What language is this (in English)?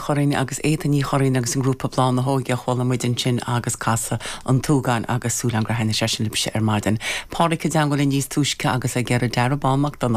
Irish